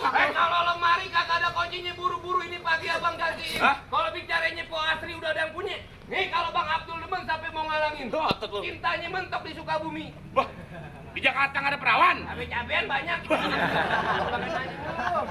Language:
Betawi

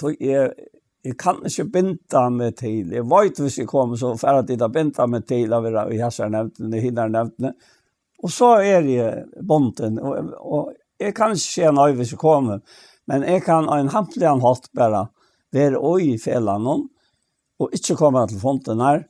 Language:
Faroese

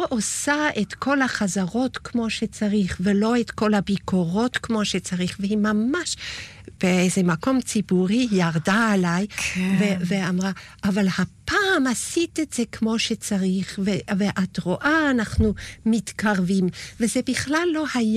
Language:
Hebrew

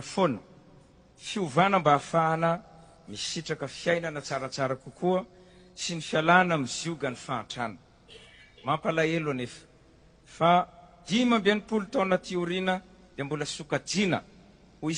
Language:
Malagasy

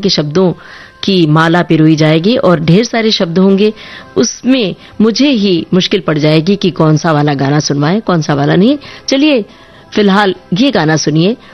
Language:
Hindi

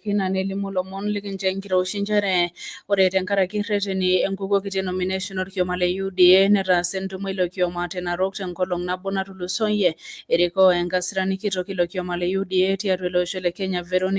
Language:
Masai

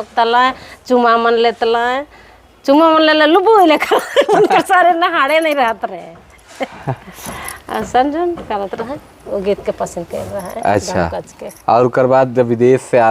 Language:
Sadri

